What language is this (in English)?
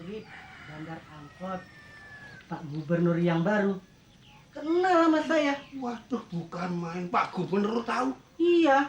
Betawi